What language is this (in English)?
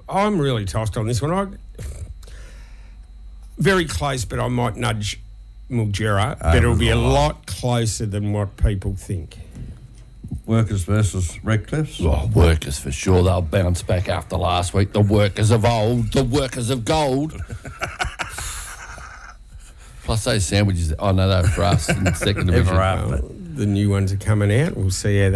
English